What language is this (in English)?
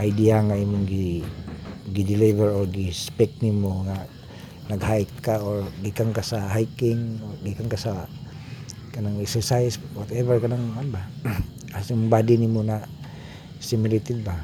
Cebuano